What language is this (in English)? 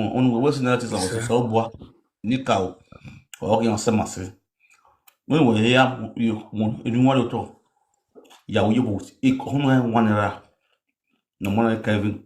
Nigerian Pidgin